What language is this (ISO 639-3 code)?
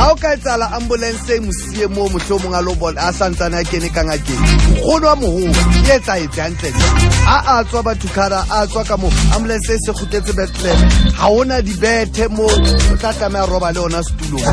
sot